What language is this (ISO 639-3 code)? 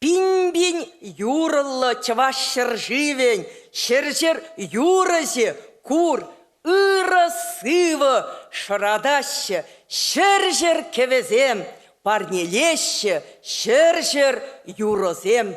chv